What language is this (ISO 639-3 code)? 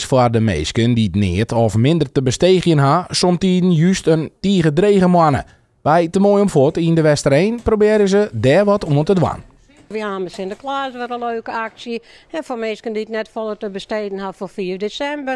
fry